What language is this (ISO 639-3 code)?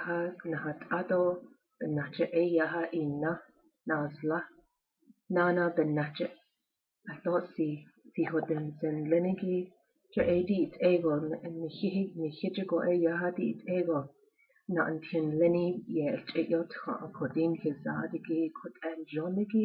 nav